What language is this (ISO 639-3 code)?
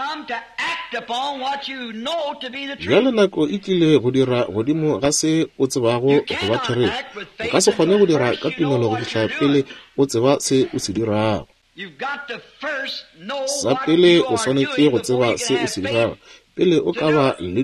nso